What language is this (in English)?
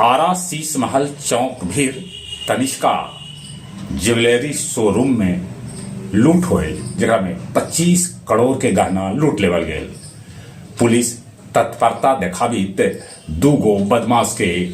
Magahi